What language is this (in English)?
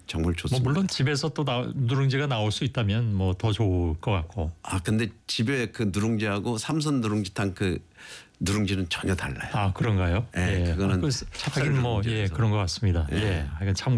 Korean